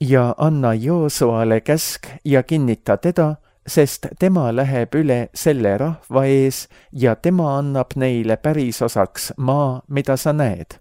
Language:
Estonian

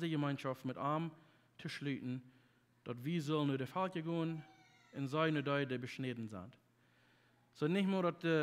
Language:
Plautdietsch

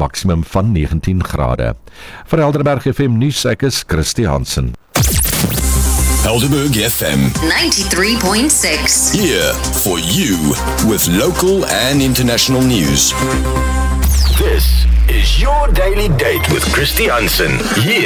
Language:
Afrikaans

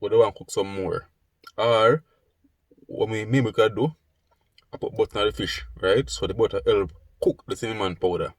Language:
Jamaican Creole English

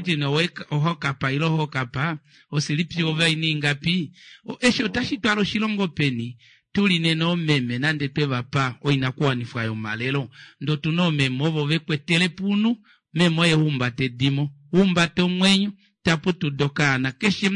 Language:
Kuanyama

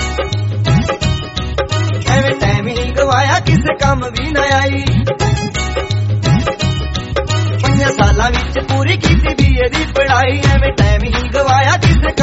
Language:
Punjabi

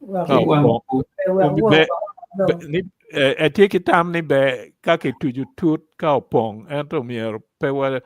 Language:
Acoli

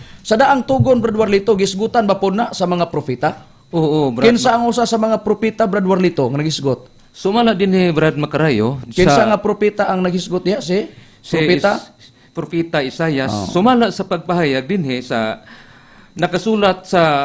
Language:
Cebuano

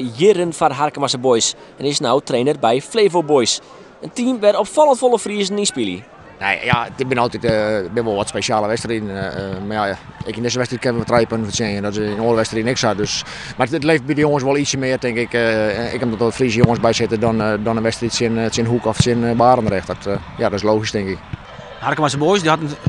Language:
Western Frisian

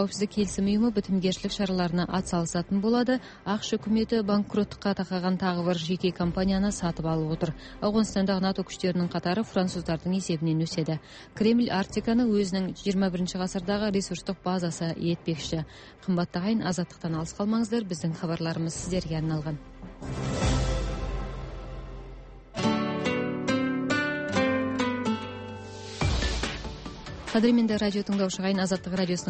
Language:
Kazakh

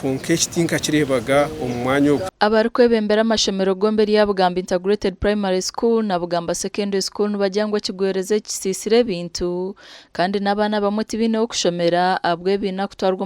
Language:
Nyankole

